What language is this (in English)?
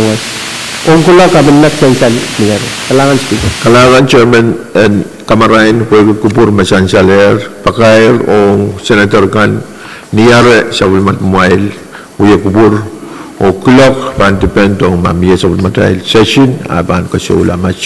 Pohnpeian